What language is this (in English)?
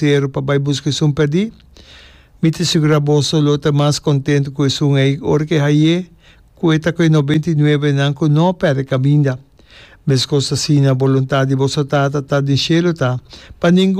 Papiamento